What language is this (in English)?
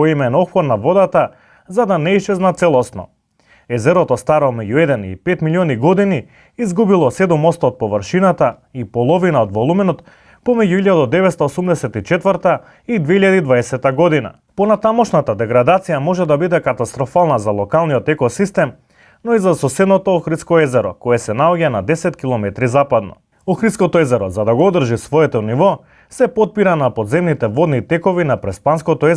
Macedonian